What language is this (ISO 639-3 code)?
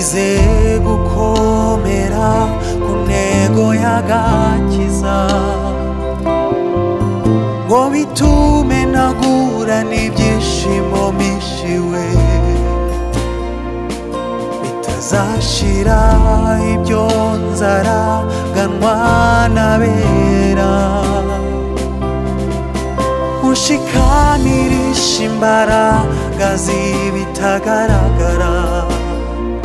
kin